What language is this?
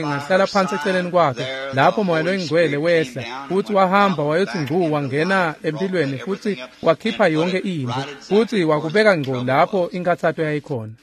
Swati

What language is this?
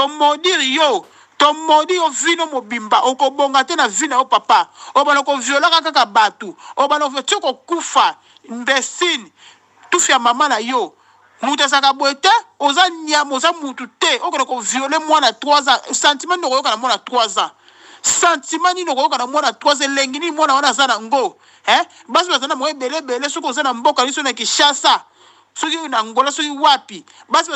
Lingala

